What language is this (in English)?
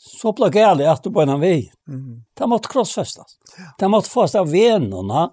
Faroese